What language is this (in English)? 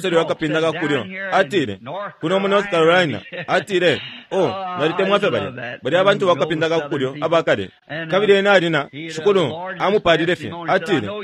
Bemba